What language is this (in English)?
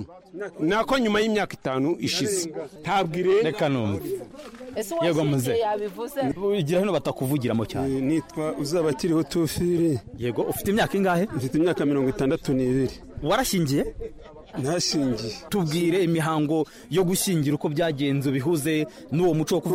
Kinyarwanda